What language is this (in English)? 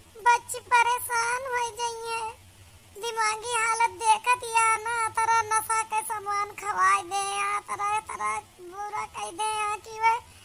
Awadhi